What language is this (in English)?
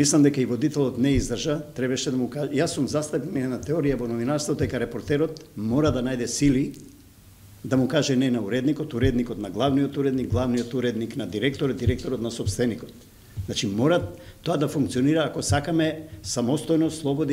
Macedonian